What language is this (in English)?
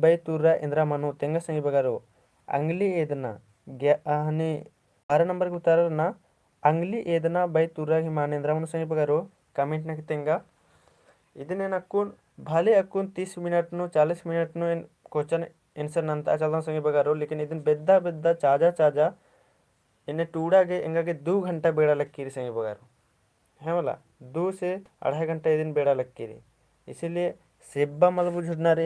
Kurukh